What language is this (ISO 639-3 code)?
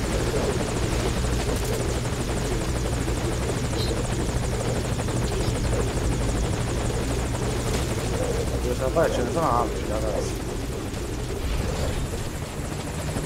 ita